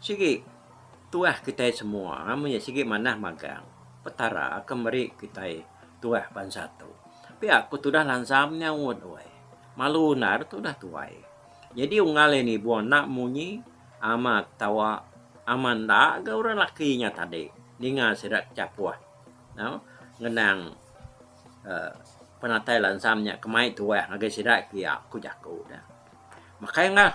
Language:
Iban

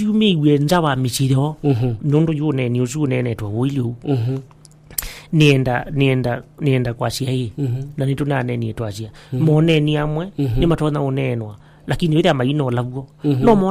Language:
Kamba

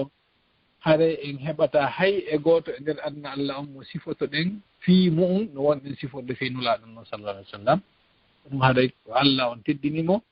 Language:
Fula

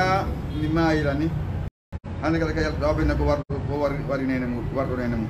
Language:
Fula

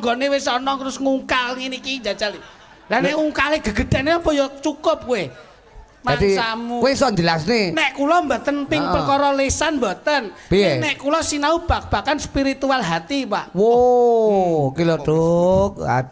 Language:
Javanese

